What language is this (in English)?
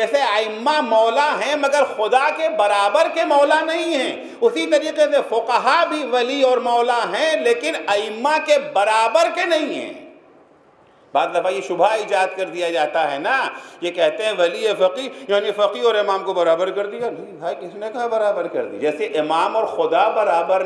Urdu